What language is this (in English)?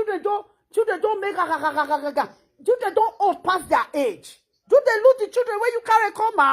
Nigerian Pidgin